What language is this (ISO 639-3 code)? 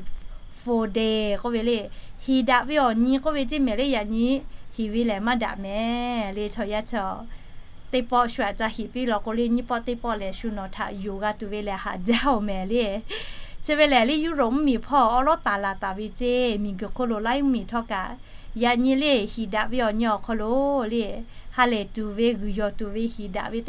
lhu